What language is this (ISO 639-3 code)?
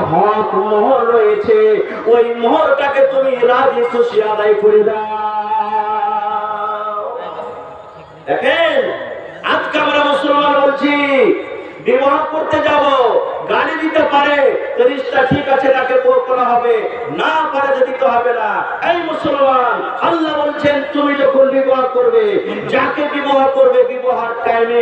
ben